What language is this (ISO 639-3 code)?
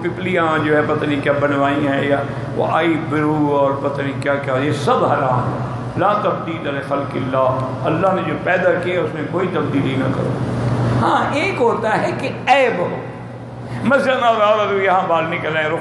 urd